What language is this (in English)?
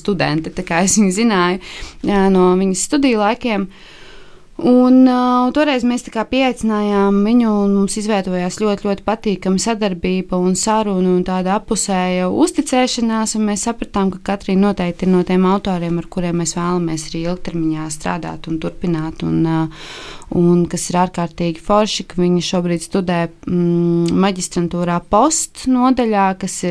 Latvian